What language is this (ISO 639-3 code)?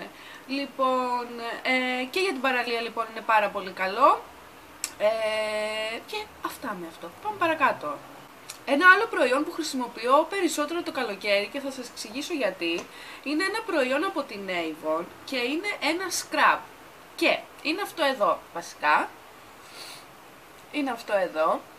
ell